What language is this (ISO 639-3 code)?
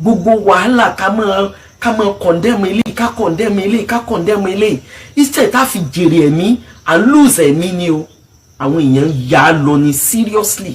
yor